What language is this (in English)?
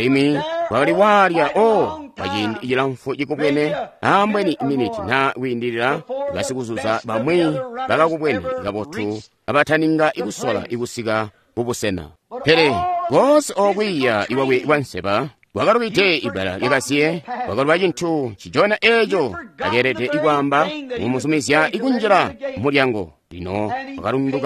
Tonga (Zambia)